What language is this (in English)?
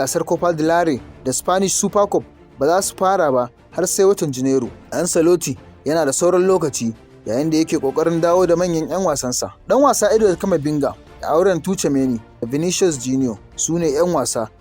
Hausa